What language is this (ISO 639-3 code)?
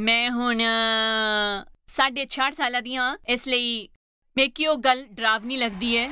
doi